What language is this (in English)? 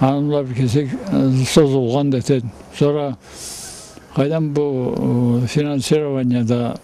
Karachay-Balkar